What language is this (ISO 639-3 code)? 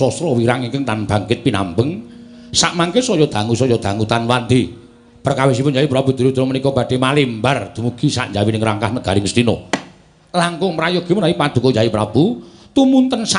jav